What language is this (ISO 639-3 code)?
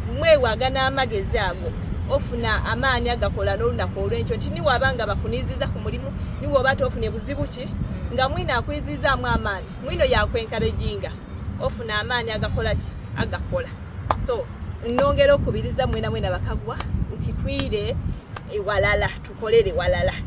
xog